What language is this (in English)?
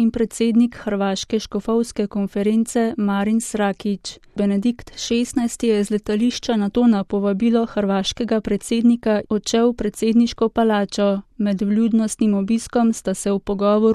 Slovenian